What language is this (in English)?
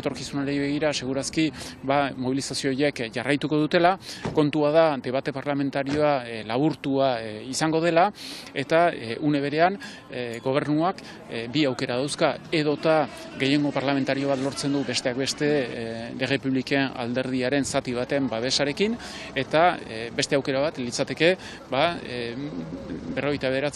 Basque